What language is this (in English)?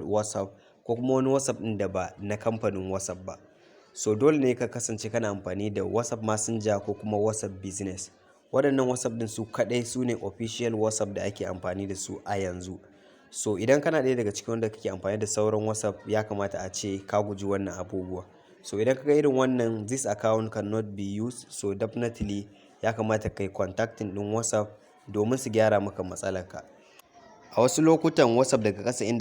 Hausa